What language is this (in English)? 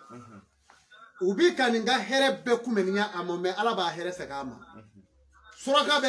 Bambara